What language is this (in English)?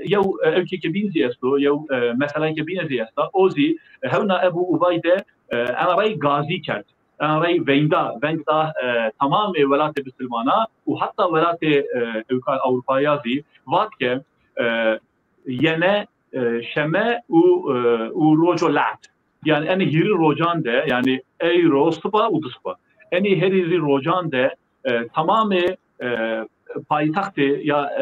Zaza